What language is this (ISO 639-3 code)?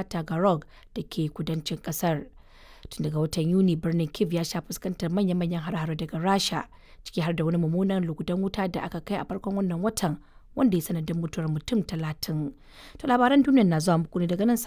hau